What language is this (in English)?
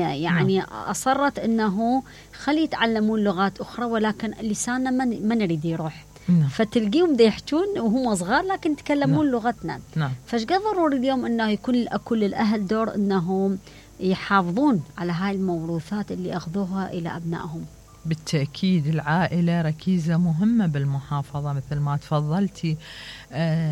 Mesopotamian Arabic